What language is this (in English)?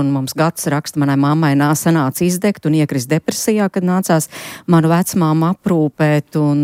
Latvian